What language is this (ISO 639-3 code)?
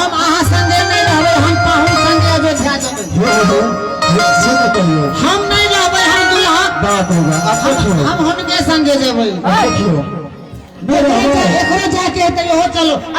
mai